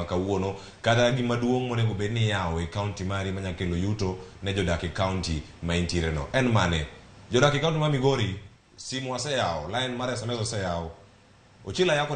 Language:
Luo (Kenya and Tanzania)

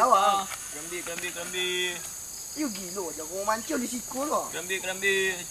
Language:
Minangkabau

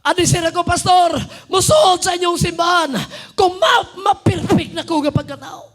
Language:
Cebuano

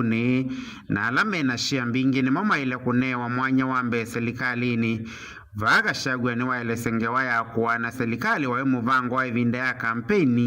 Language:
Kamba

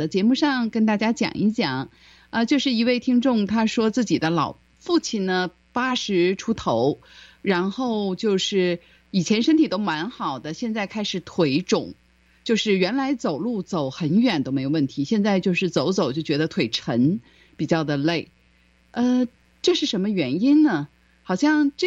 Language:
Chinese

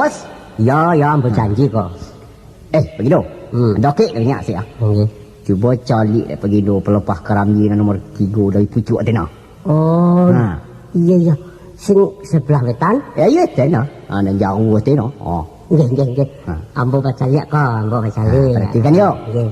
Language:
Minangkabau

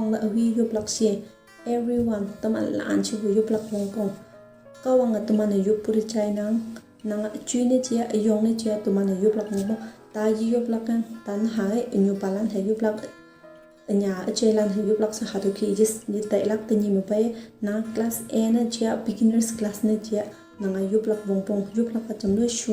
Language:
Konyak Naga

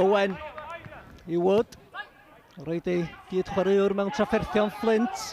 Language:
Welsh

